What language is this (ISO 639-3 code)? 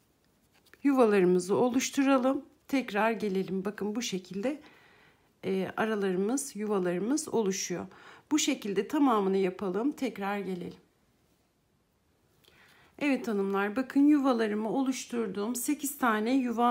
tur